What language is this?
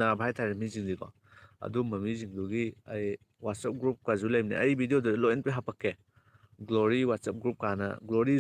Manipuri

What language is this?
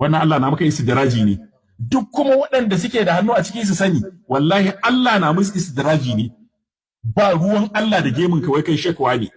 Hausa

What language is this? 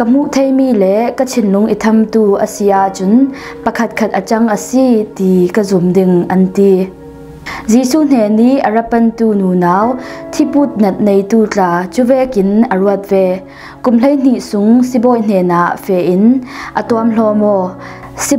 Falam Chin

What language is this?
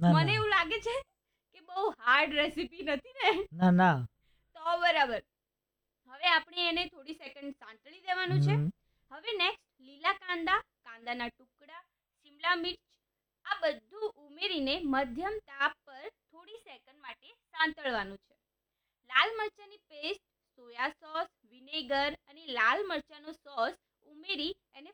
Gujarati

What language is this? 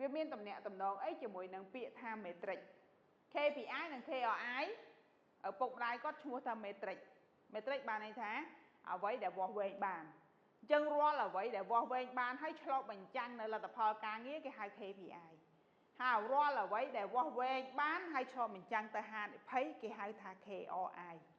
Khmer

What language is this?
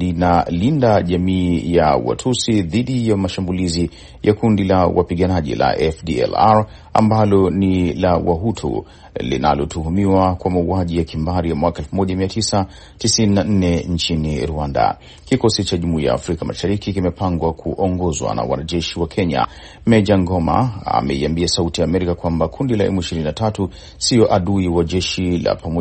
Swahili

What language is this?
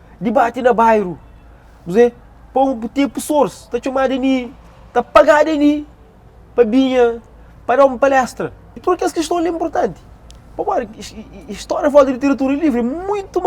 Kabuverdianu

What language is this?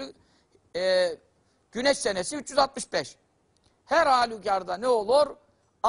Turkish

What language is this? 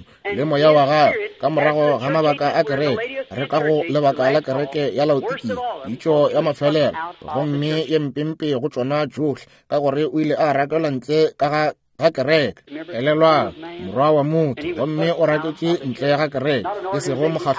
Northern Sotho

